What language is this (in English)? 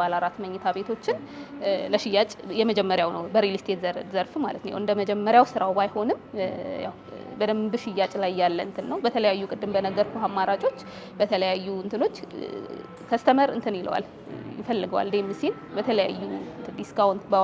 Amharic